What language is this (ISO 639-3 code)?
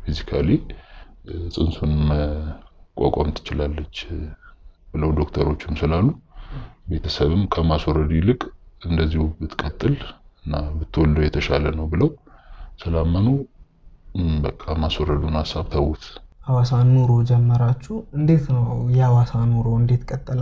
amh